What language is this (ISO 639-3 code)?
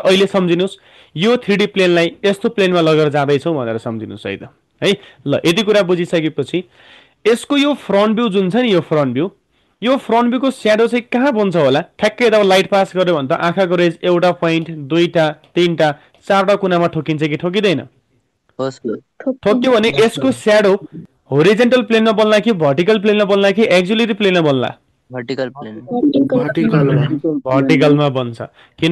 nep